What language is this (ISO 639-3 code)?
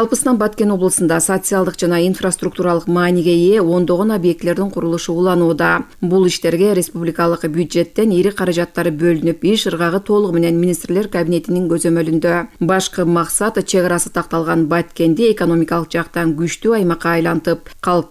kir